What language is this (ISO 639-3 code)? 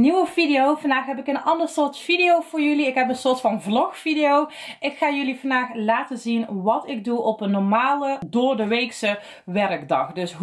nld